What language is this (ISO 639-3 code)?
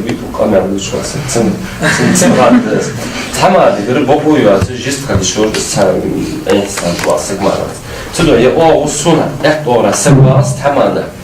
inh